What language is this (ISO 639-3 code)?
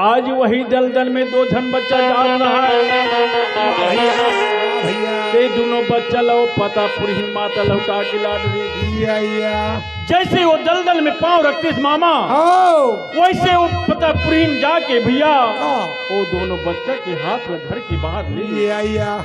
hne